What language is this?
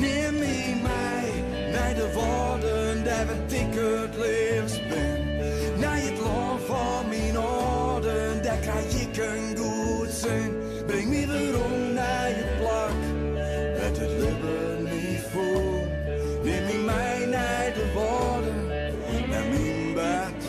Western Frisian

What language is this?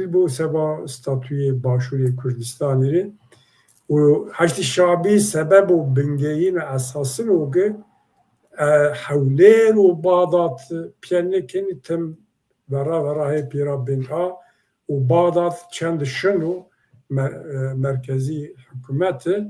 Zaza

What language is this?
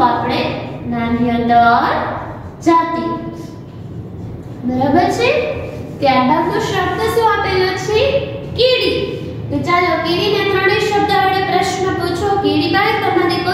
Gujarati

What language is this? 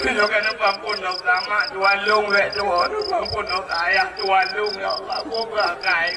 Achinese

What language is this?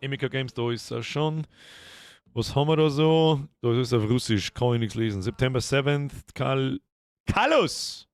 Bavarian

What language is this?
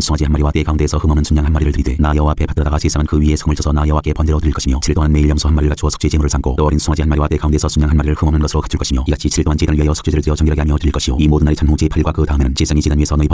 Korean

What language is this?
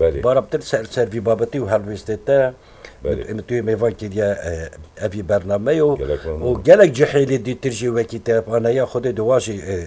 Kurdish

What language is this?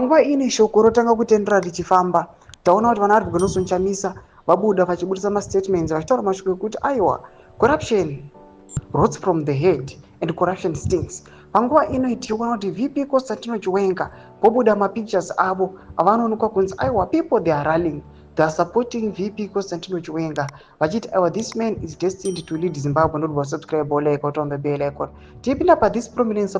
Shona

